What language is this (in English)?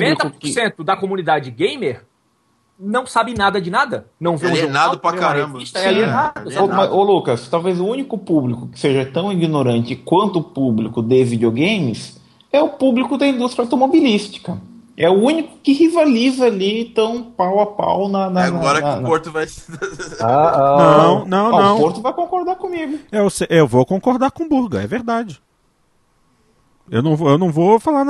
Portuguese